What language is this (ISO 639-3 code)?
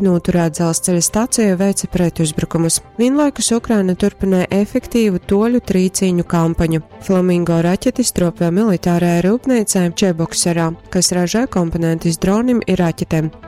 ltg